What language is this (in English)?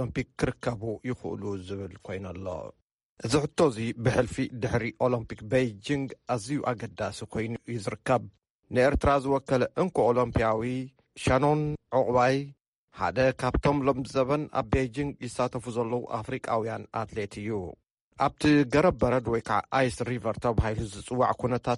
Tigrinya